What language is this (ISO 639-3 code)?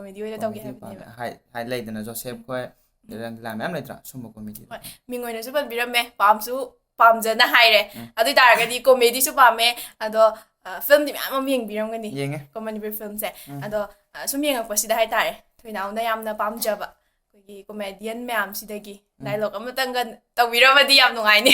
mni